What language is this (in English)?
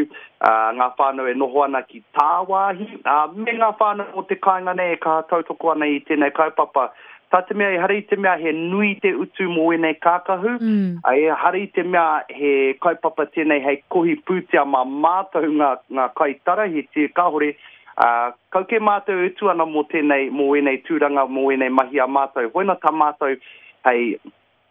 Māori